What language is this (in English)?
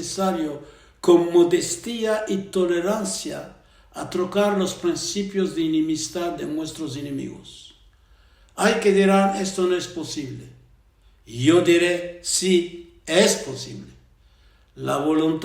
Ladino